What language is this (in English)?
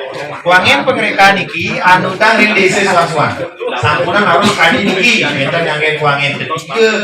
Balinese